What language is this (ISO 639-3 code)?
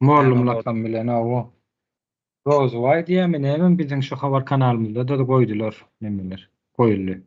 tuk